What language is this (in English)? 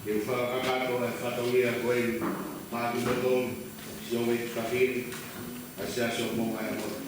Tongan